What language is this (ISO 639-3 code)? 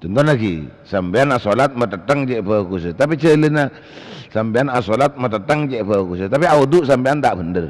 mad